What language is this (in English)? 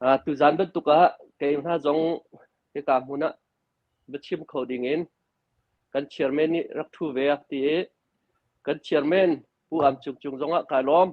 Hakha Chin